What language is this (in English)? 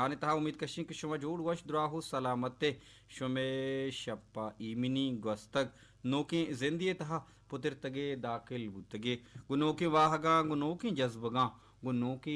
Baluchi